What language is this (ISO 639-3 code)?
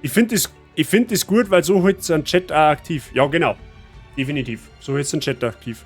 bar